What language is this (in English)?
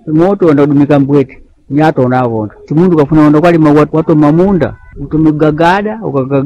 Sena